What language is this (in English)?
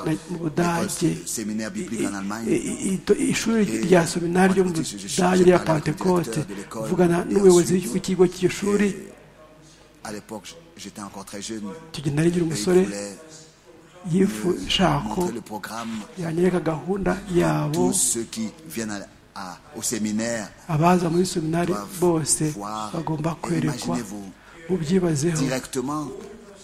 Kinyarwanda